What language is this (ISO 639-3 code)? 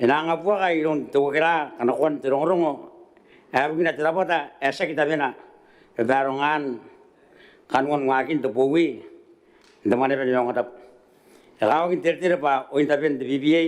gil